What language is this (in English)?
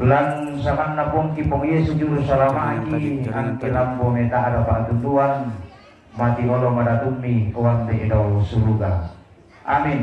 Toraja-Sa'dan